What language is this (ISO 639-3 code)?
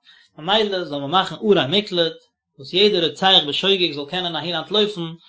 yid